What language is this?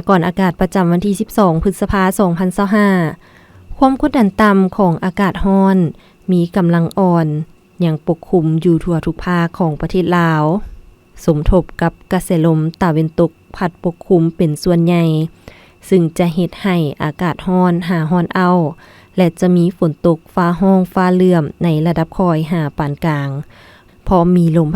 Lao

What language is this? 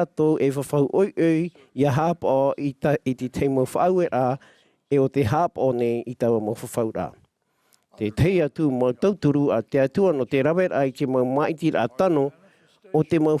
Tahitian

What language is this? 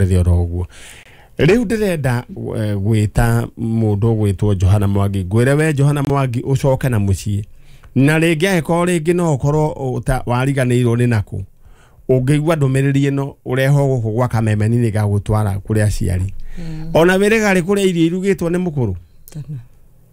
Kikuyu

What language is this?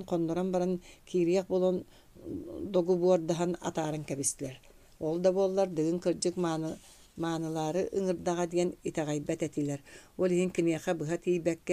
Yakut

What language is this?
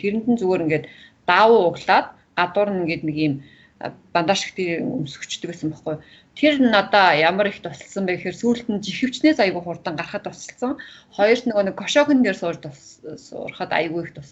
Mongolian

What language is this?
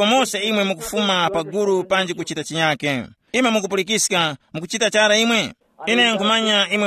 Tumbuka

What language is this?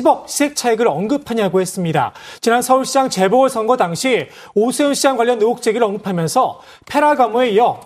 Korean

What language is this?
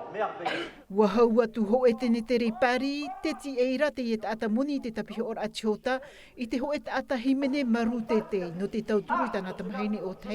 Tahitian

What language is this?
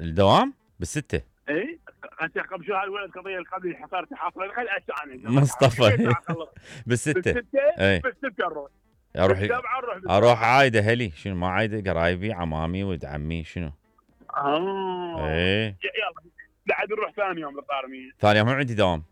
Mesopotamian Arabic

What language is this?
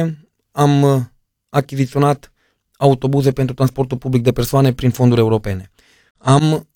Romanian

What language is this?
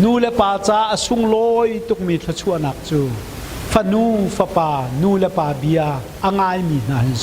Hakha Chin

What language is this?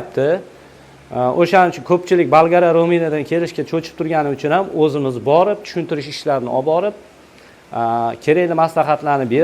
Uzbek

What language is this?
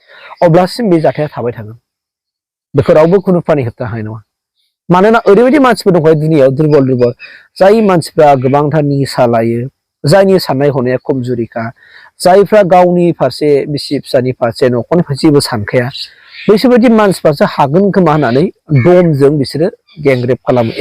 Bodo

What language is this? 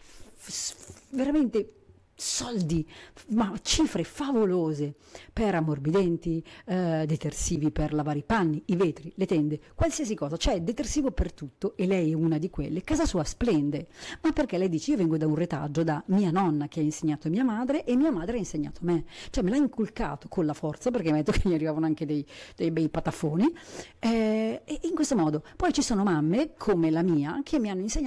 Italian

